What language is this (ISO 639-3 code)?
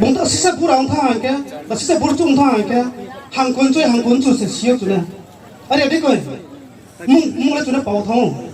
ria